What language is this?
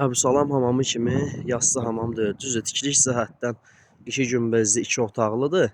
Azerbaijani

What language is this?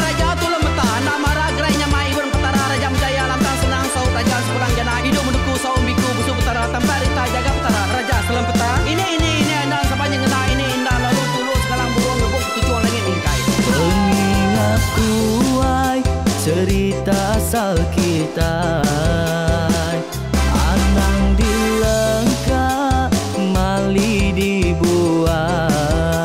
Iban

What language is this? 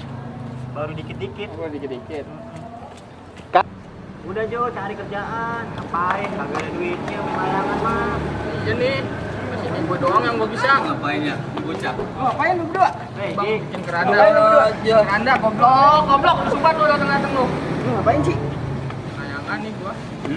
Betawi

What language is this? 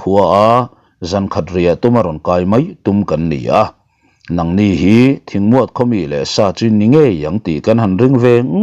Mizo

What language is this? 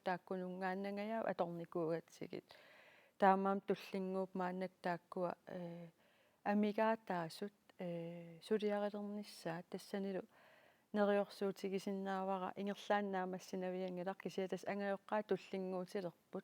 Kalaallisut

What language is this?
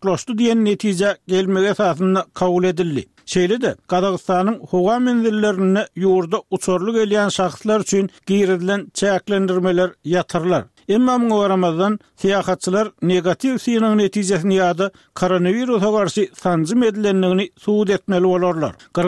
Turkmen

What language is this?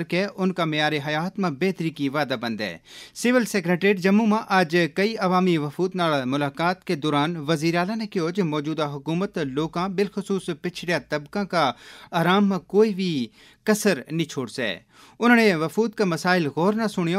Gujari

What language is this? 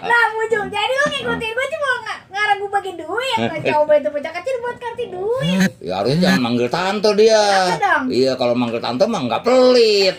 Betawi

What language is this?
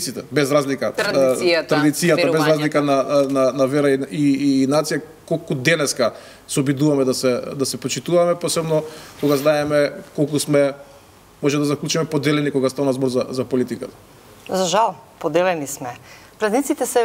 Macedonian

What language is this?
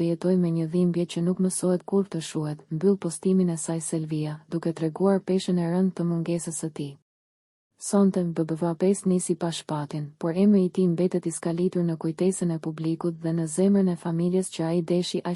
Albanian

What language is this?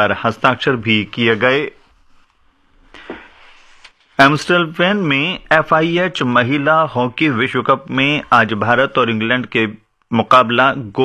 Hindi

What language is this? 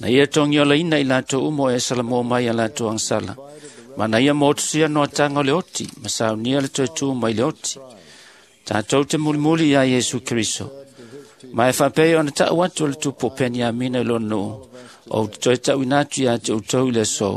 Samoan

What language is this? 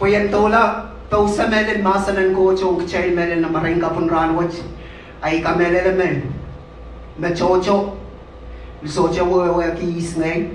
Pohnpeian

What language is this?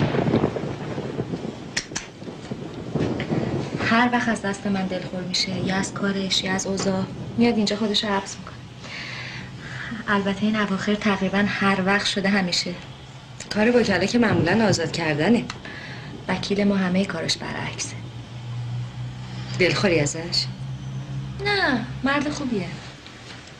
Persian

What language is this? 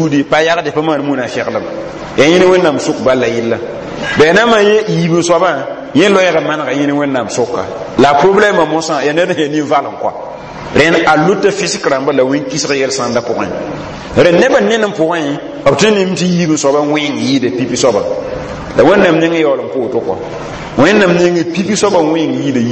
Mossi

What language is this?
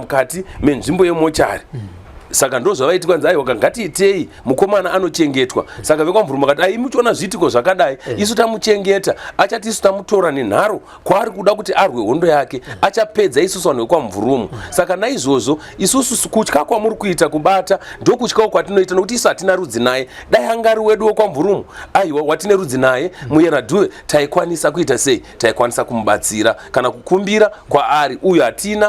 Shona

